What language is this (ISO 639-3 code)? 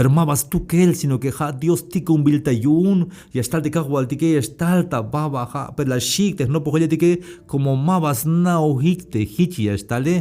tzh